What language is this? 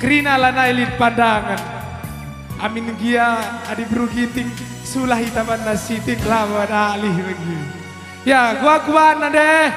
Batak Karo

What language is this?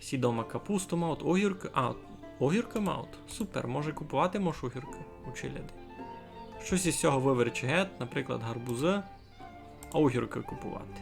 Rusyn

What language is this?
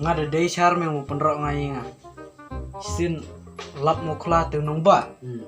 Khasi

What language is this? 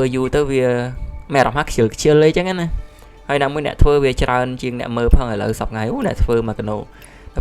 Khmer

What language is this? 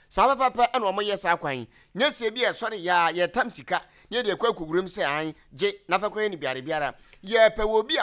Akan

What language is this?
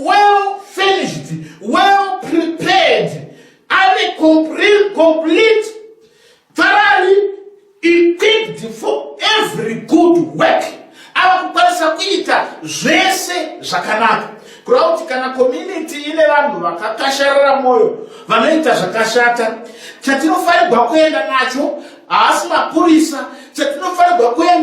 Shona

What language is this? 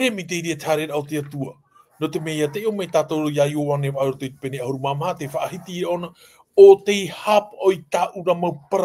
Tahitian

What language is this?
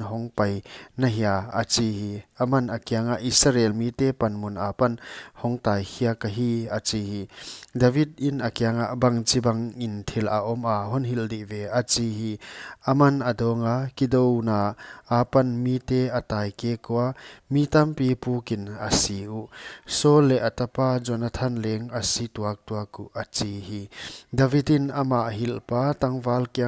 Paite Chin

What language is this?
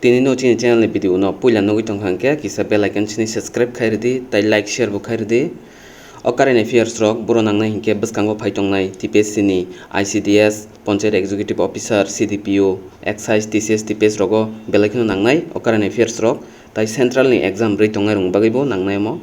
Kok Borok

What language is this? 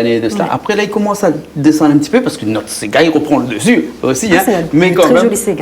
Réunion Creole French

